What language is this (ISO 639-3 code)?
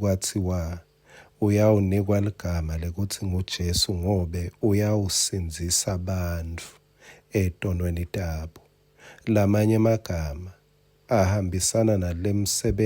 ssw